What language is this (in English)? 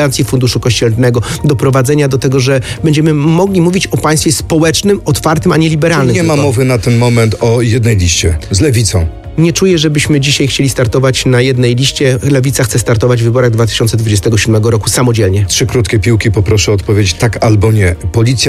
Polish